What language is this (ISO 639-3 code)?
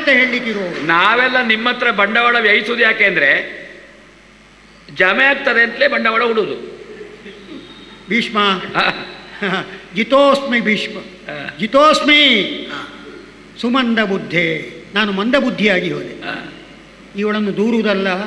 kan